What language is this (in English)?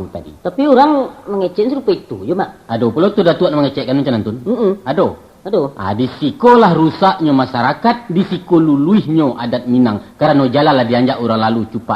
Minangkabau